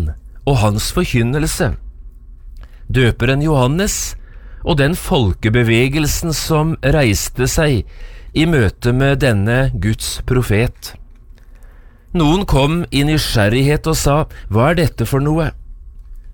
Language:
Norwegian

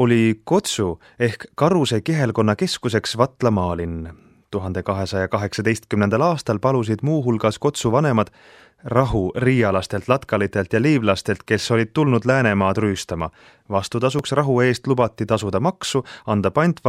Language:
Estonian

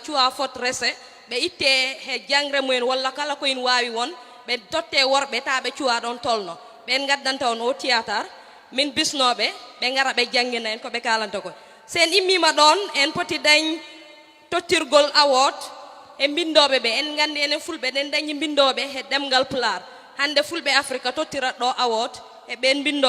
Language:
Fula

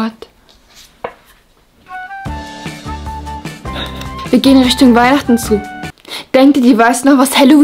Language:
German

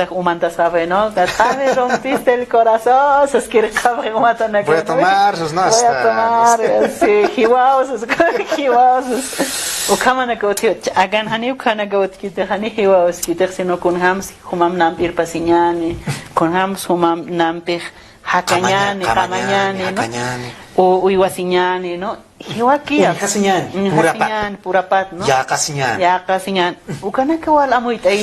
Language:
Aymara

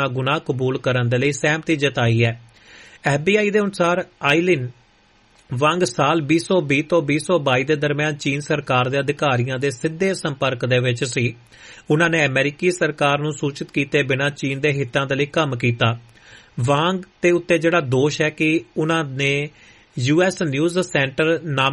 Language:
Punjabi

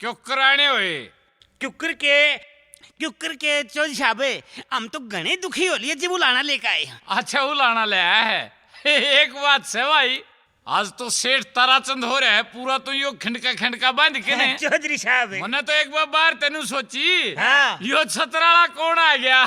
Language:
Haryanvi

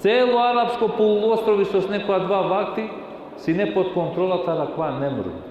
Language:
Balkan Romani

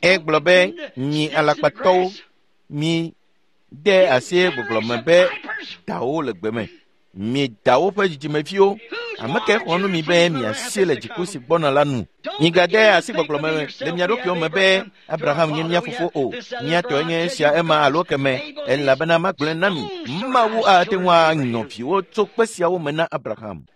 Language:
Ewe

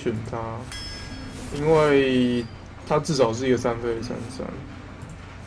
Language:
Chinese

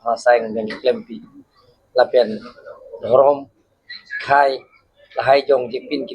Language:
Karbi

